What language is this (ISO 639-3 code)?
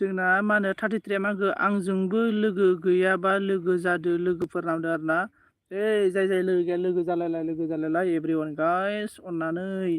brx